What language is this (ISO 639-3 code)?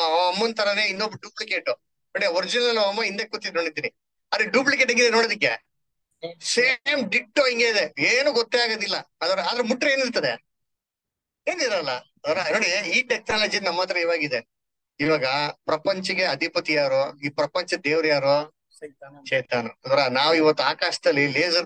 kan